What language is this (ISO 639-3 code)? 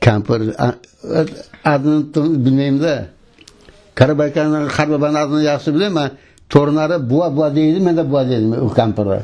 crh